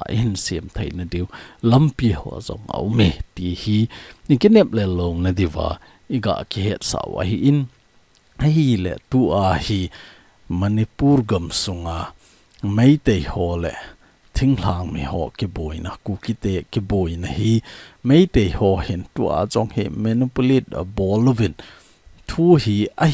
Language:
Thado Chin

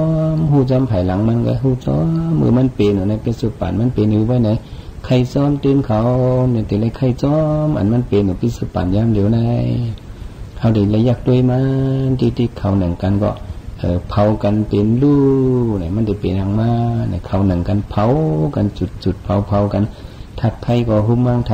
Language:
Shan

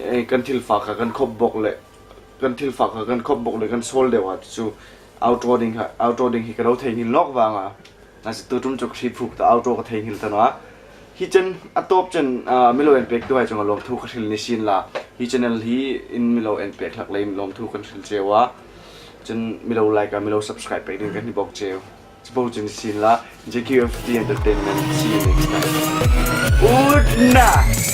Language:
Hmar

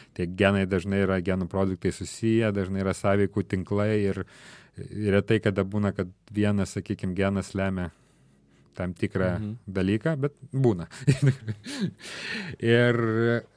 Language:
Lithuanian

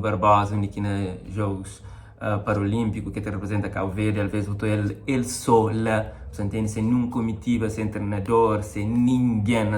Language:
Kabuverdianu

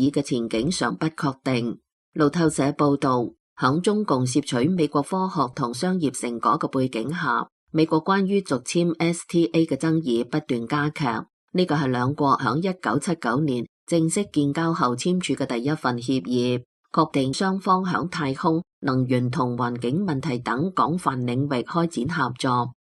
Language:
Cantonese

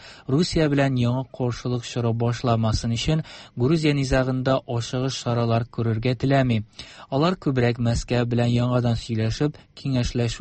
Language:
Tatar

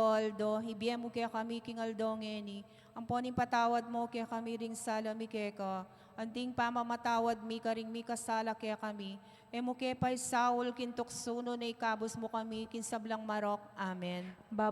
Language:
Pampanga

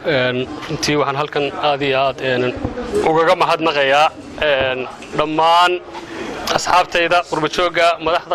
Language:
Somali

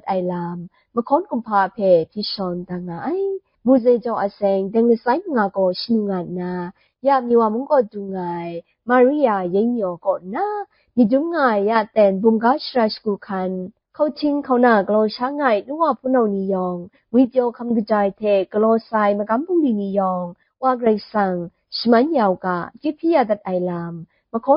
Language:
Kachin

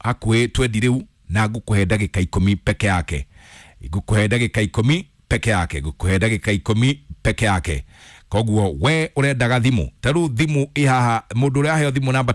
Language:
Kikuyu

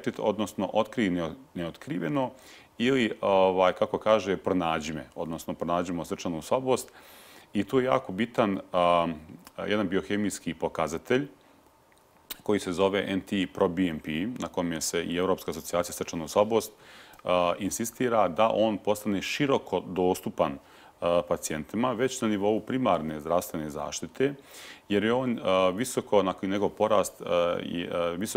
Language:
Bosnian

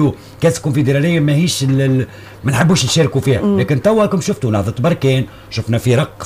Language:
Tunisian Arabic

